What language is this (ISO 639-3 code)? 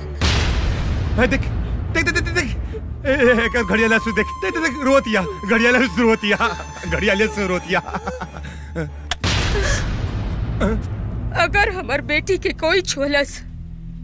bho